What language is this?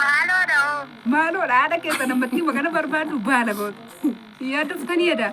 Oromo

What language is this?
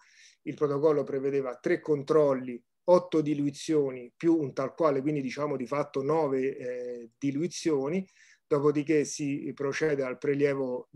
Italian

